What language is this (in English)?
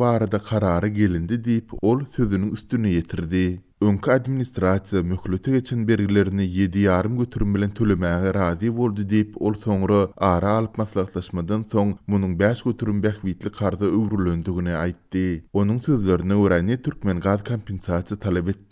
Turkmen